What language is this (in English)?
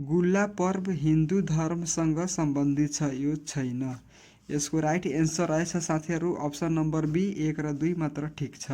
Nepali